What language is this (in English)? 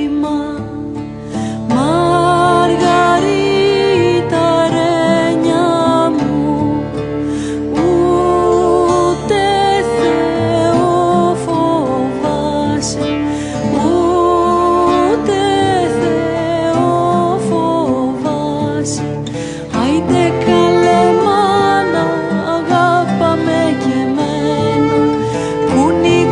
Greek